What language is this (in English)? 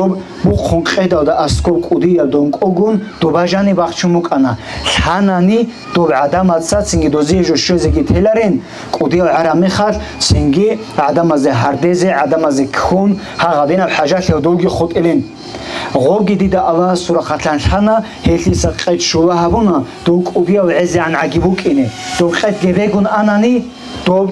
Avaric